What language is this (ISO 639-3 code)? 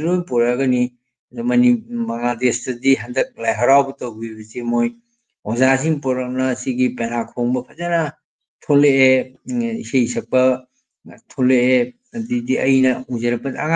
mni